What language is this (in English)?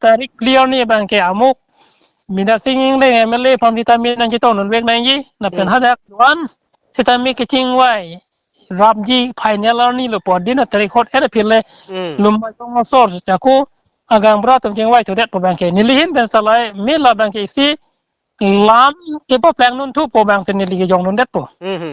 Karbi